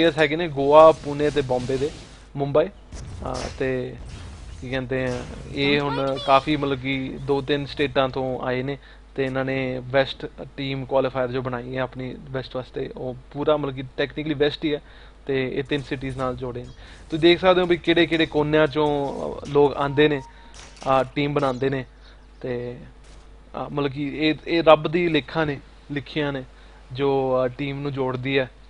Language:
Punjabi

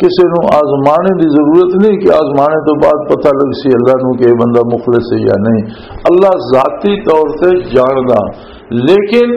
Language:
Western Panjabi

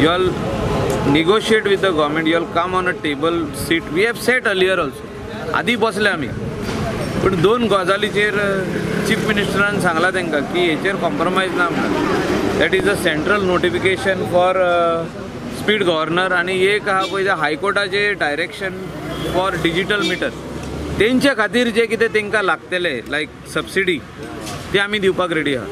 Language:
Konkani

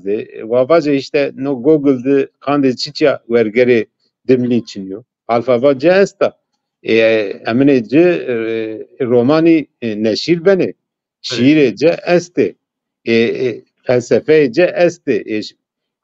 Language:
Zaza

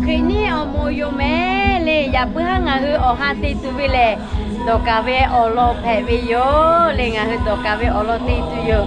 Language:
Lahu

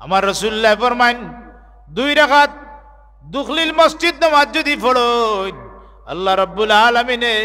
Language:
Sylheti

